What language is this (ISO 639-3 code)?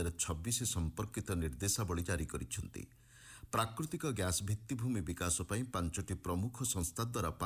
ori